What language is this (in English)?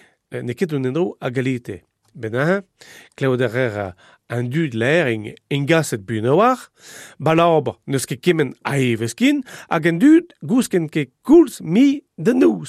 Breton